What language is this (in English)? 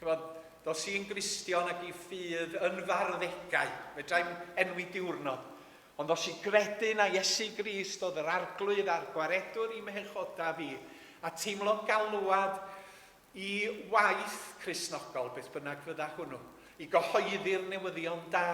Welsh